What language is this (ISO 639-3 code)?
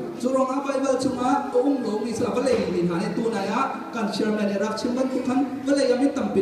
cnh